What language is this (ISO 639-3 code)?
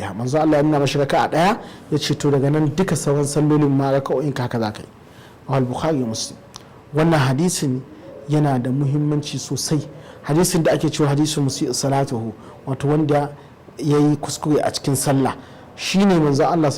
hau